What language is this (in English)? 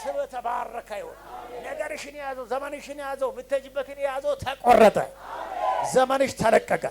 Amharic